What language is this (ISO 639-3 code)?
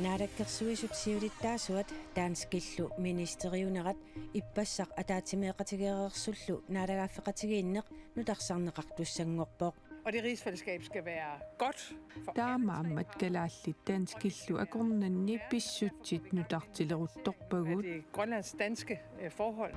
kal